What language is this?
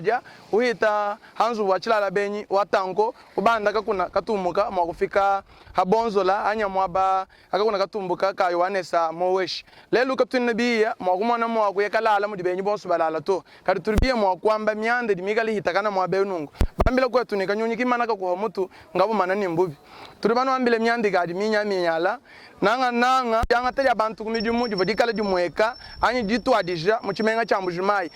Luba-Lulua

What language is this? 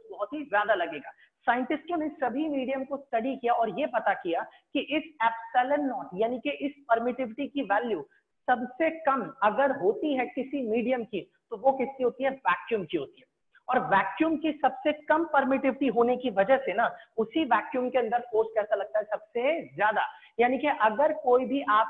Hindi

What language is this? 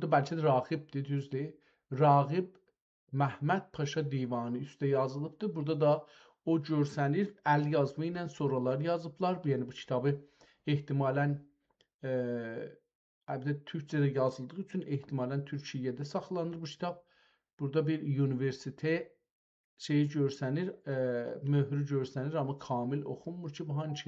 South Azerbaijani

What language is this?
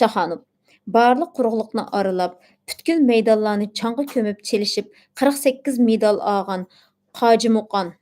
Uyghur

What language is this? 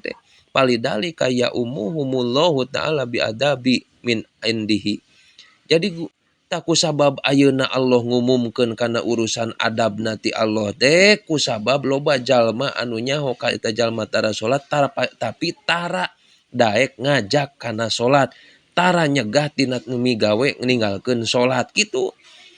Sundanese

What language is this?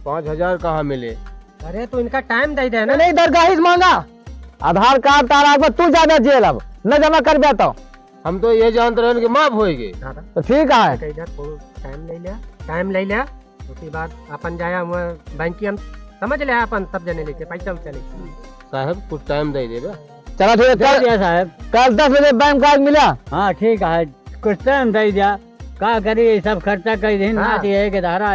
Awadhi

